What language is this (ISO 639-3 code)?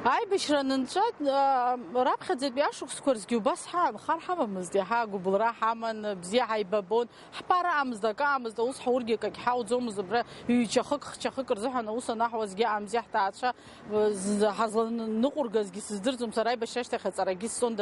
abk